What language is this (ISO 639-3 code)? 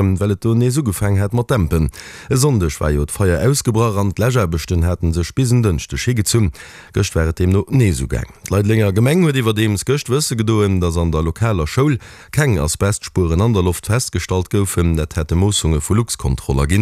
ltz